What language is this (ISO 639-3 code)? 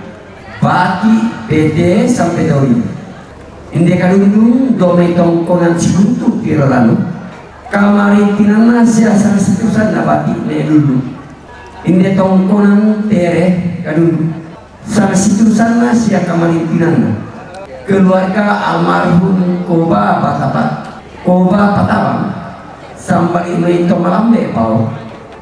sda